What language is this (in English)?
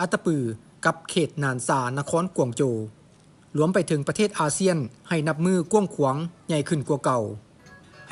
Lao